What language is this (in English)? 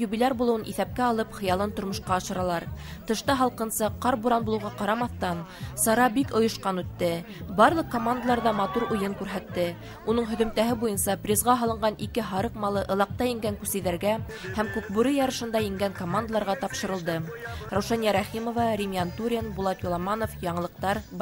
Bashkir